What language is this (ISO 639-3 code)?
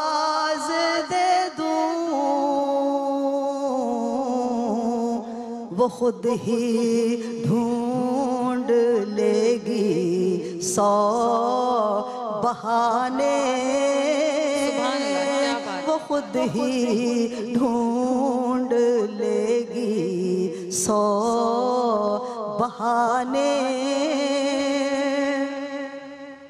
urd